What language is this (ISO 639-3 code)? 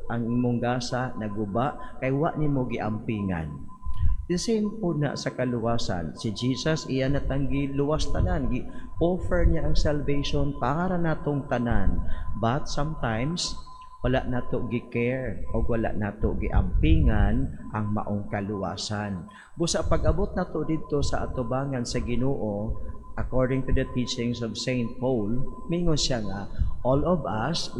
ceb